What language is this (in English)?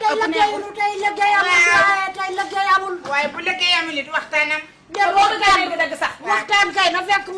Wolof